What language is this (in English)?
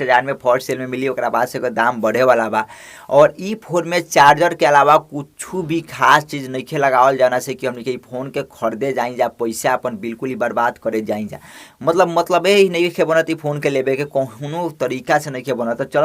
Bhojpuri